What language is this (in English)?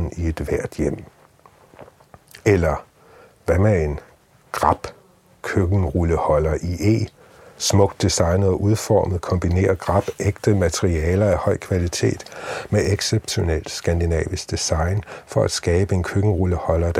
Danish